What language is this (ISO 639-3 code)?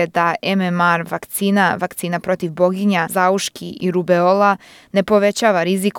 srp